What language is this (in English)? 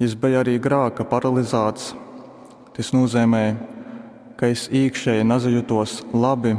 Latgalian